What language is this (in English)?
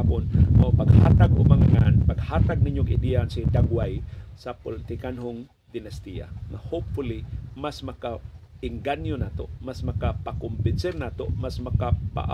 Cebuano